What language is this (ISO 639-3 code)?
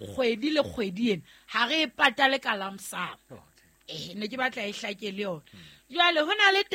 sot